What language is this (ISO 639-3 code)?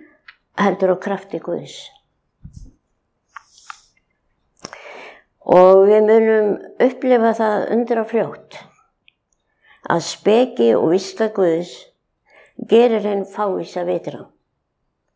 isl